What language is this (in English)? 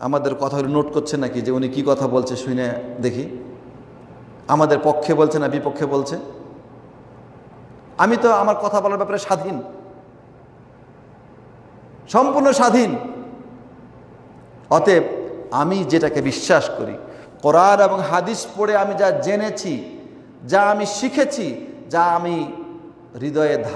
Bangla